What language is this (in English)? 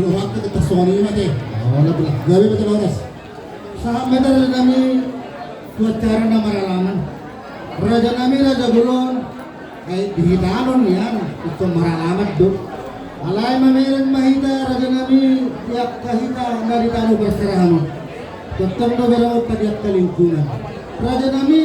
Batak Toba